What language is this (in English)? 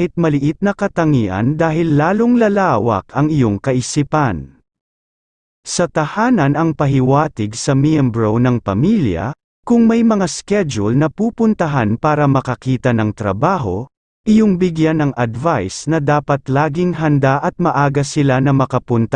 Filipino